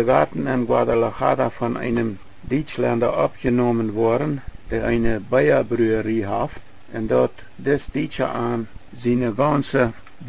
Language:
Plautdietsch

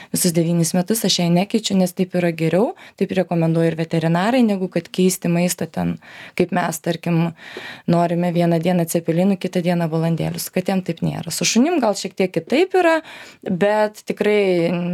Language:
Lithuanian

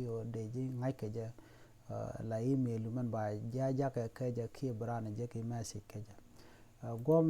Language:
Nuer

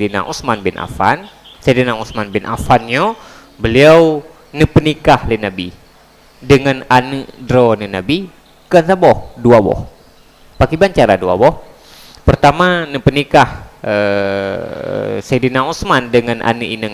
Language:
Achinese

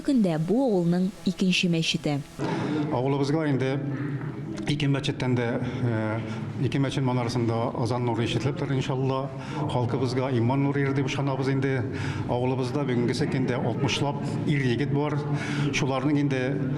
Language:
Tatar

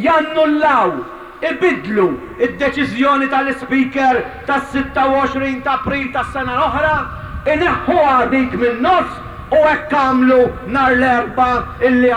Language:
Maltese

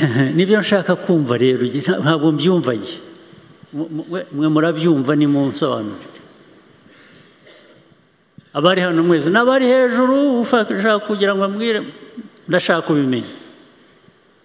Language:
Kinyarwanda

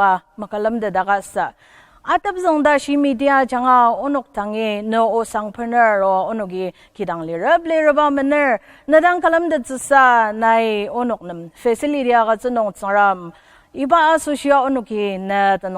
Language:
Ao Naga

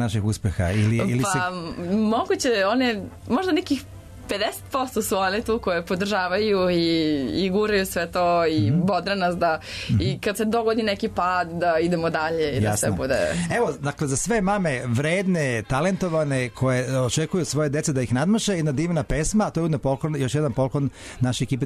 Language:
Serbian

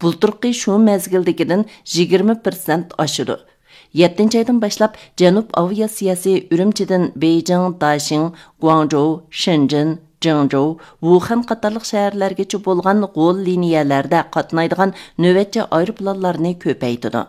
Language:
Uyghur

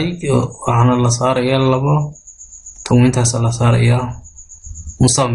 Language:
Somali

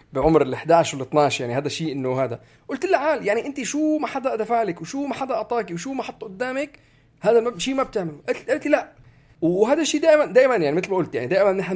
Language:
North Levantine Arabic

